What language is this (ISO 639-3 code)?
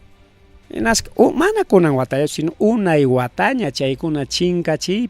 quy